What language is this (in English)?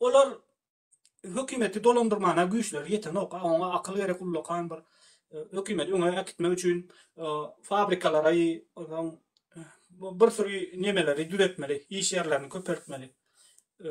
Turkmen